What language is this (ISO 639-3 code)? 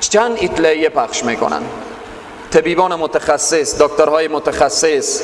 fas